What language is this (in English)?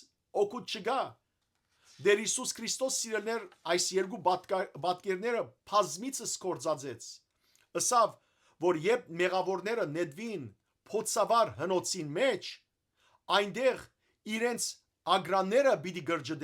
Western Armenian